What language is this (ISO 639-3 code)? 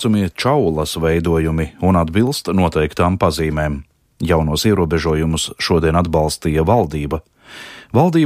lav